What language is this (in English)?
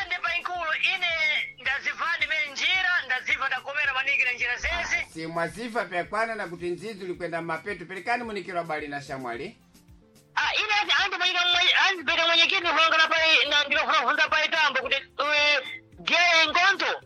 Sena